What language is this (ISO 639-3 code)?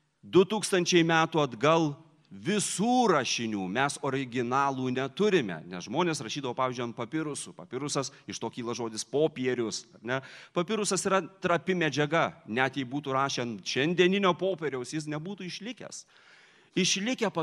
lit